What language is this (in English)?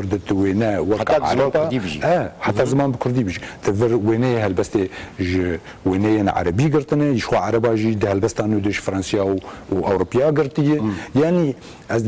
Kurdish